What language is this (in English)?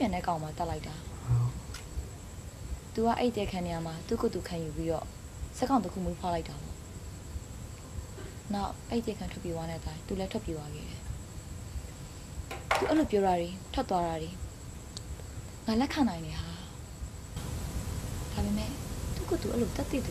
Burmese